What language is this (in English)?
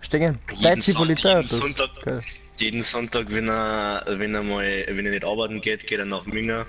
Bavarian